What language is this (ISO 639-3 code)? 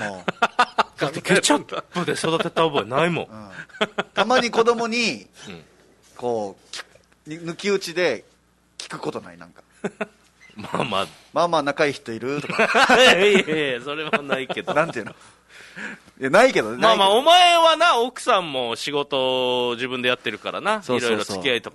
jpn